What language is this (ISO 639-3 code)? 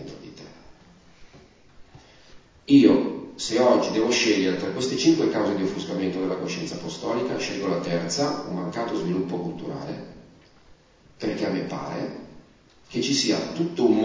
ita